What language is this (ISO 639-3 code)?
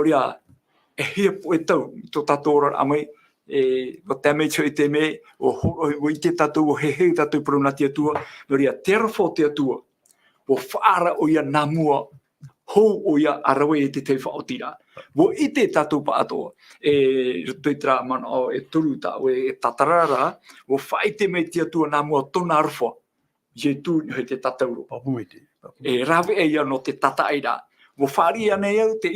tah